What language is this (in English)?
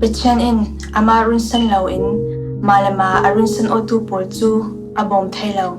Falam Chin